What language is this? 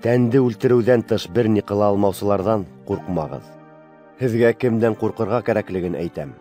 Bashkir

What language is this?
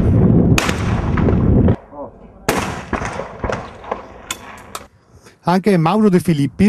Italian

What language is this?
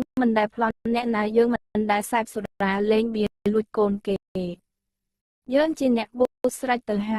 Khmer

